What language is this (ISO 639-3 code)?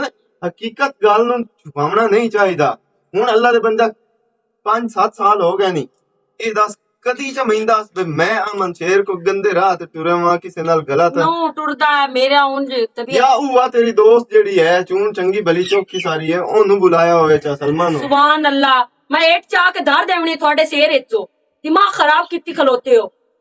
lah